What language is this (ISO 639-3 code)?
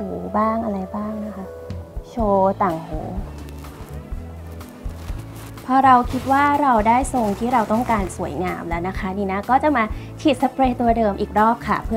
tha